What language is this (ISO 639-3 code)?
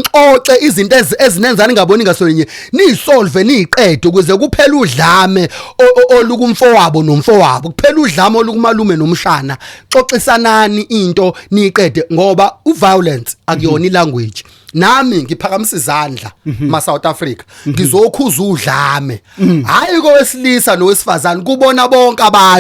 zul